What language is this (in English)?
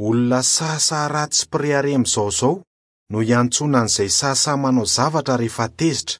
Malagasy